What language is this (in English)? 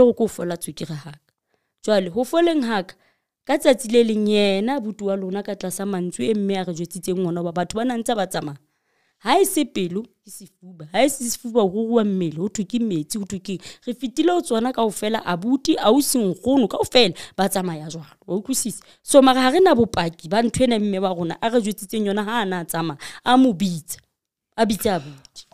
Southern Sotho